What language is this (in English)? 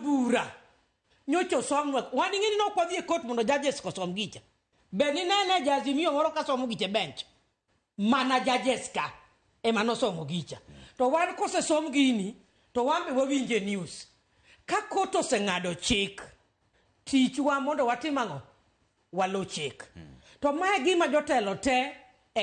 Luo (Kenya and Tanzania)